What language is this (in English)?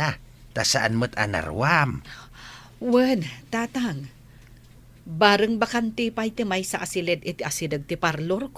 Iloko